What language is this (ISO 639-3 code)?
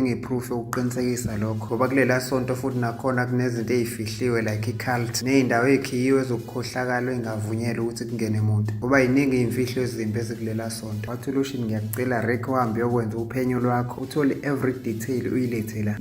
zul